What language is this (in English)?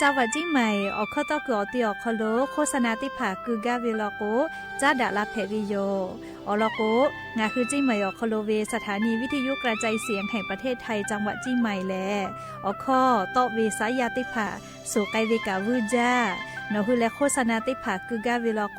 Lahu